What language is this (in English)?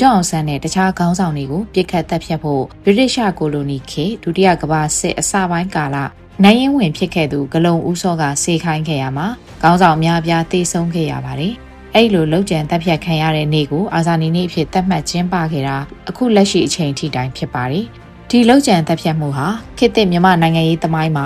Burmese